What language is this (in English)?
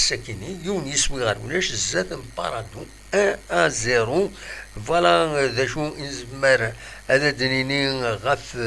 Kabyle